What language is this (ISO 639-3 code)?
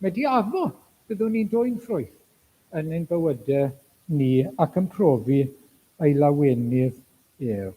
cym